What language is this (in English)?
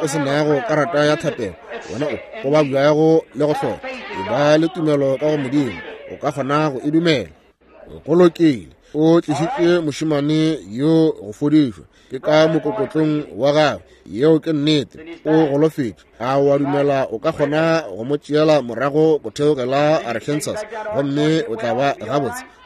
Northern Sotho